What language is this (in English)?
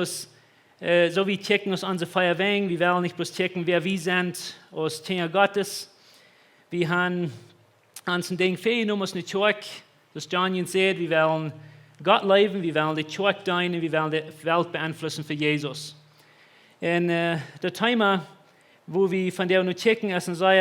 Plautdietsch